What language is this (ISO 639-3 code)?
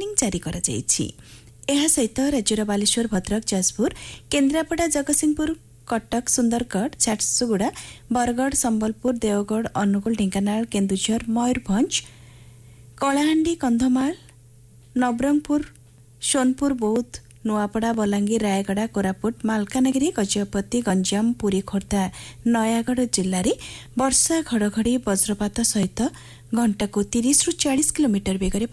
ori